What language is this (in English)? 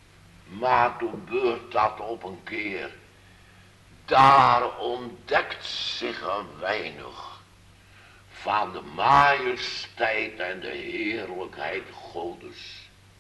Dutch